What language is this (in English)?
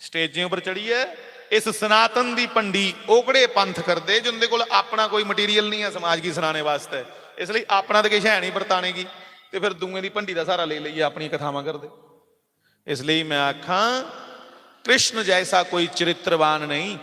Dogri